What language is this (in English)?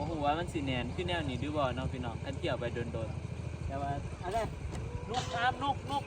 Northeastern Thai